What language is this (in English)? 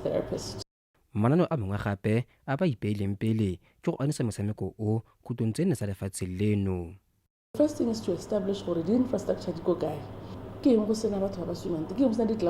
Tswana